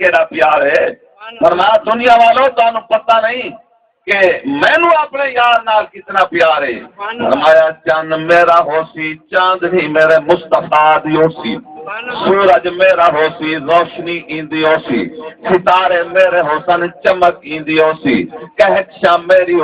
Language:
Saraiki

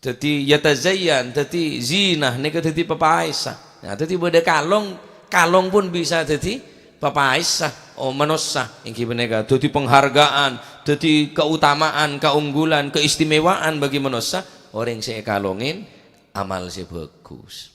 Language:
Madurese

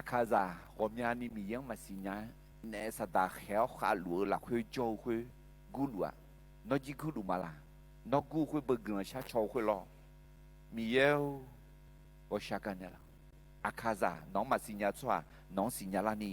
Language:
Akha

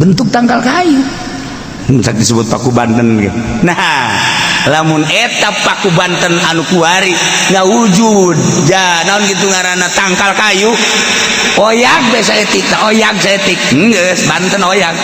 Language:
Sundanese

